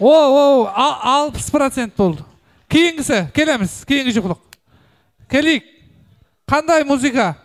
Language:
Kara-Kalpak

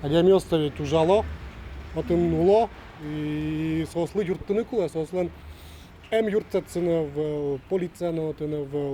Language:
Udmurt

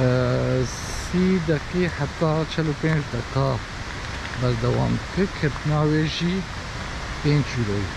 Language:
Kurdish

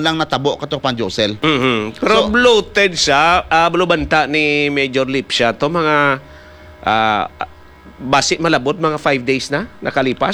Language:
Hiligaynon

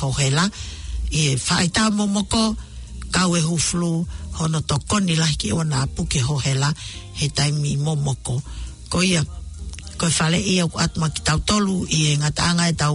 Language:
Tongan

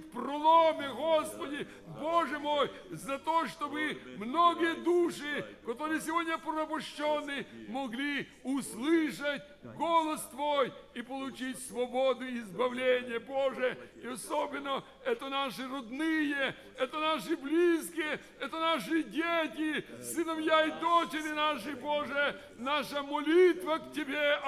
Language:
Russian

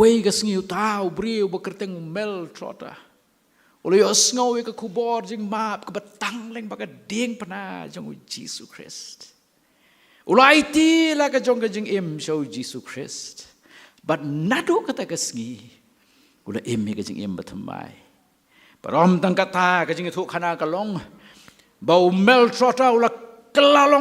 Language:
Khasi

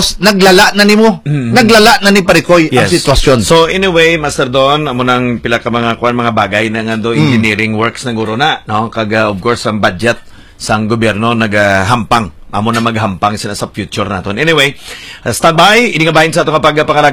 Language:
Hiligaynon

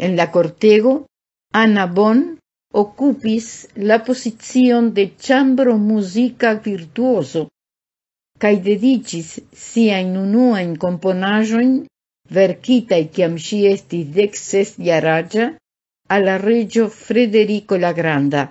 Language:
Esperanto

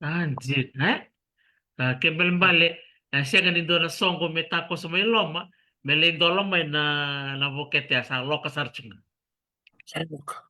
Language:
Fijian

